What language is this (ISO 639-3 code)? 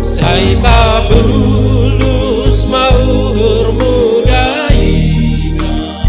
bts